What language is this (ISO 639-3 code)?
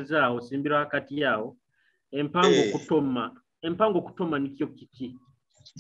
nyo